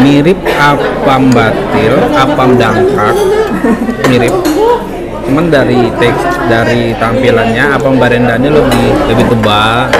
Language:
Banjar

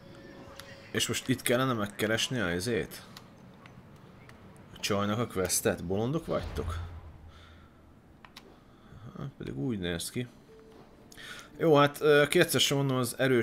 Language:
Hungarian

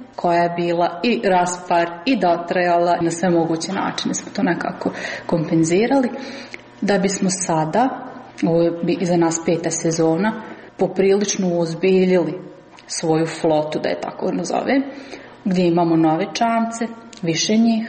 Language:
Croatian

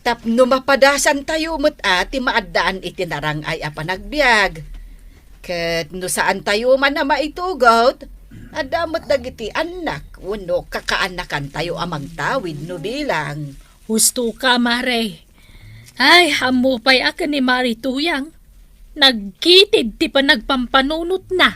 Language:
Iloko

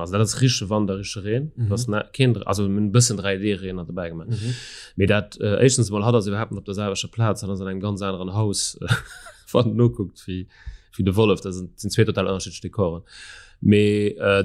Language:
Luxembourgish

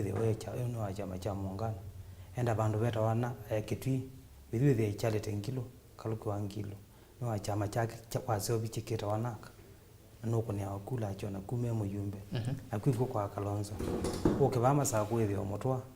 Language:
Kamba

